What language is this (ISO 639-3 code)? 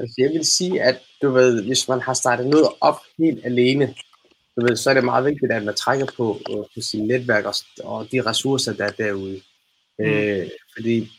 dan